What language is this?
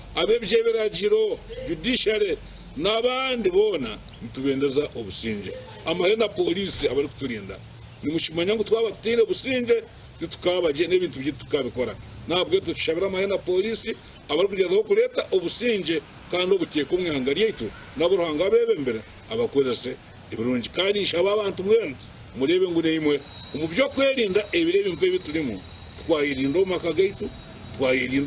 Nyankole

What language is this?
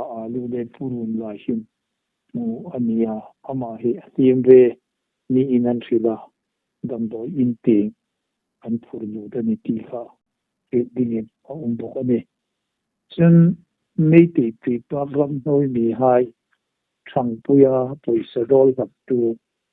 Hmar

